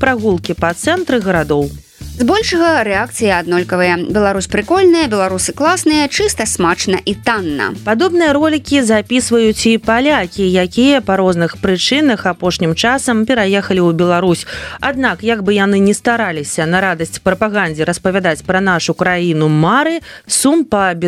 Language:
Belarusian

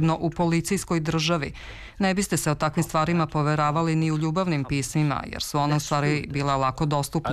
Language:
Serbian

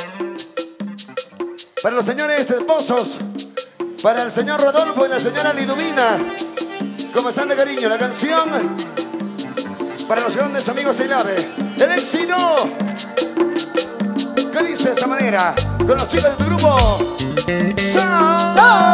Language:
Spanish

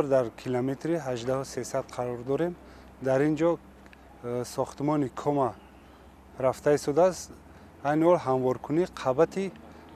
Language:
Tajik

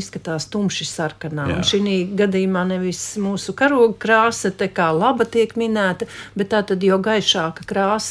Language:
Latvian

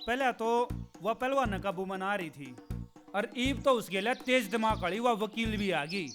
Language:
Haryanvi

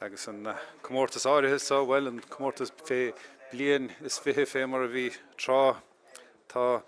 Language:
Irish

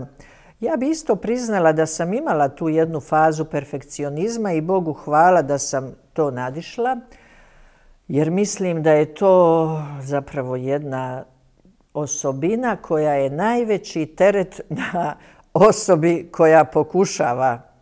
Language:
Croatian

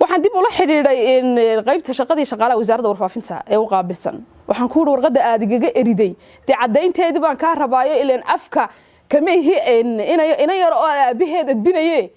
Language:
Somali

